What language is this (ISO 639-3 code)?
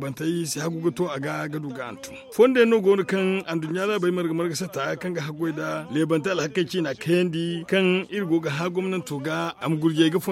dje